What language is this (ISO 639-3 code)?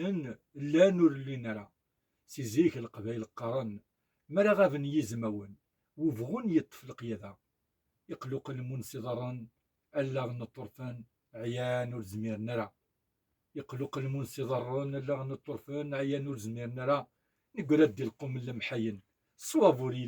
kab